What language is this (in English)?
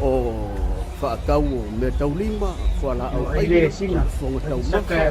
Samoan